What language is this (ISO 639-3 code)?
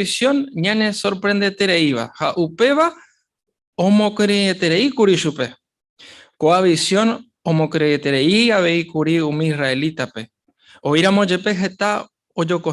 grn